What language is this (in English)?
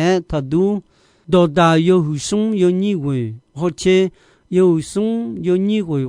Akha